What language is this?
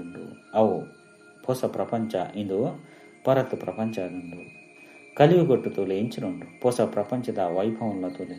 Tulu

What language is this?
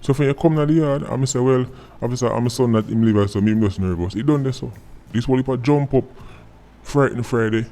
Jamaican Creole English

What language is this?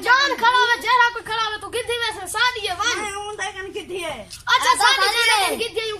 Saraiki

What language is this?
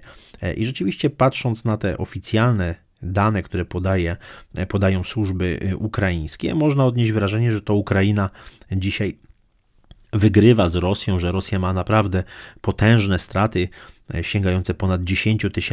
Polish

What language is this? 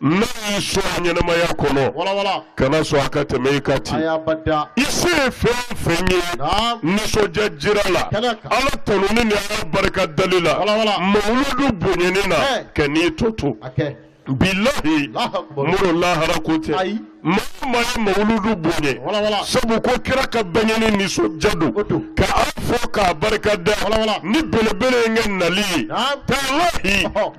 Bambara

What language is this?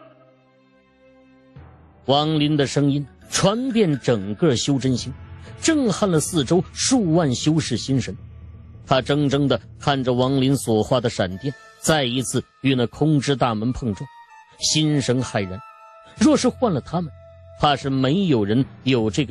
Chinese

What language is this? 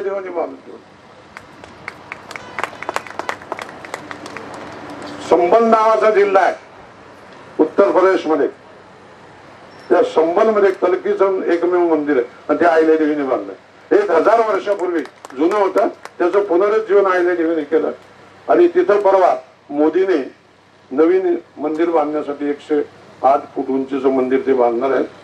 Marathi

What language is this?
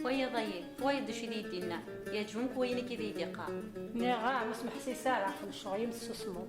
Kabyle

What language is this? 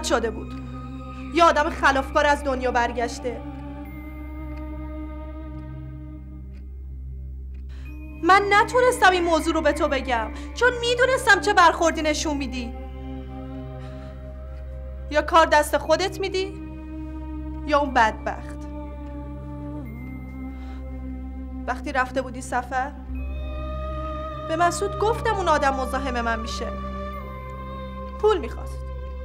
Persian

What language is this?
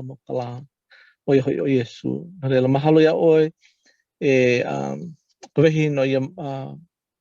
Hawaiian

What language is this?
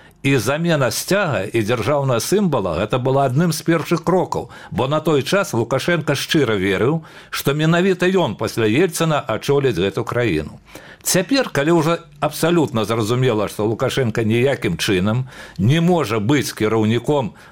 Belarusian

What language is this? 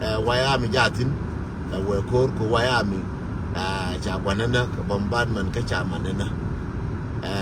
Nuer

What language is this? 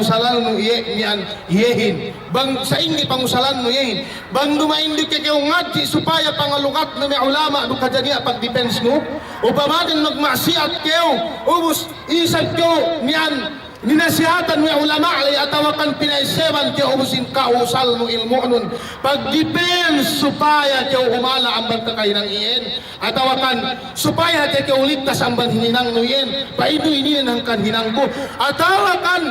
Yakan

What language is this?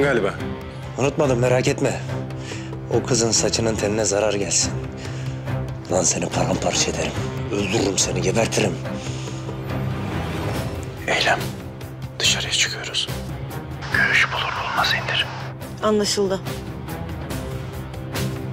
Turkish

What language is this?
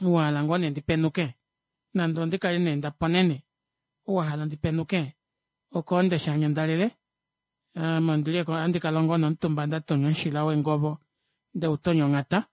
Kuanyama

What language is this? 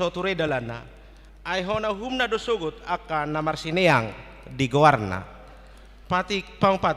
Batak Toba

